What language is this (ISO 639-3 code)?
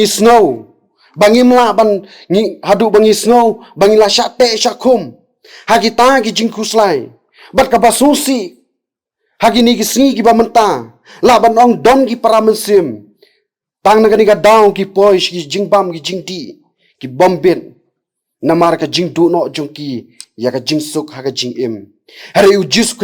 kha